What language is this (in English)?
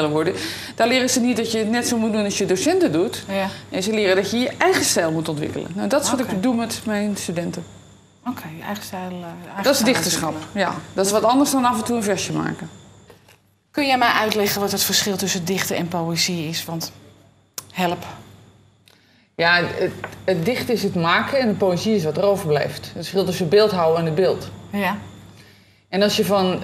Dutch